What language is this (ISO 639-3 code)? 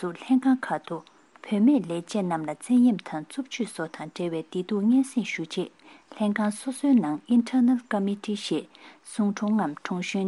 bod